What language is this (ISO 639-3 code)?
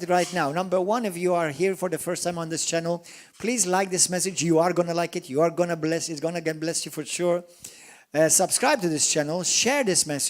eng